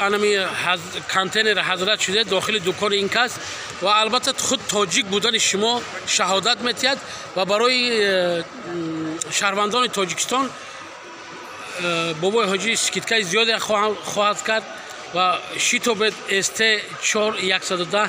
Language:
Tajik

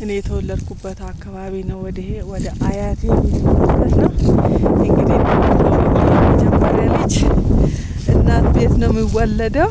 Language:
Amharic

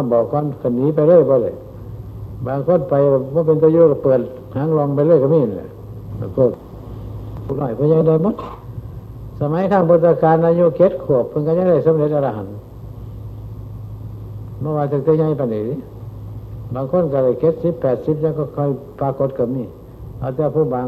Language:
Thai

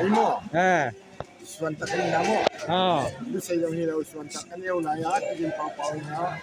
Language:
Tedim Chin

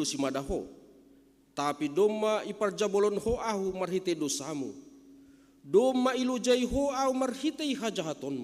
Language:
Batak Simalungun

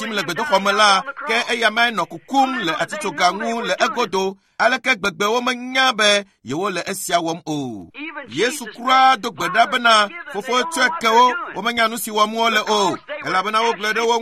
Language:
Ewe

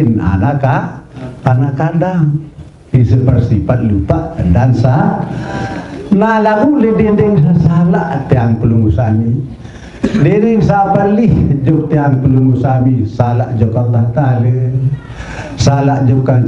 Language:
Sasak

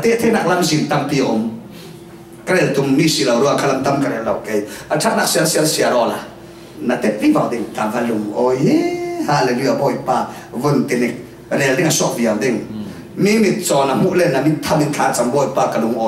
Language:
Falam Chin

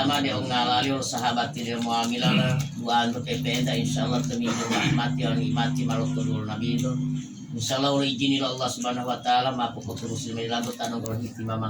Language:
Gorontalo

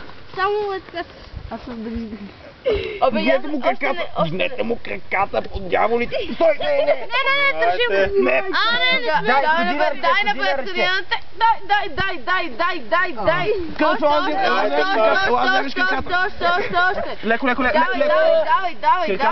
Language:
Bulgarian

